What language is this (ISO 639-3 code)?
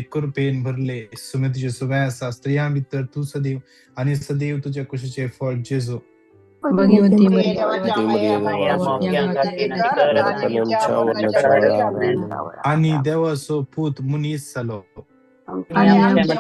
kok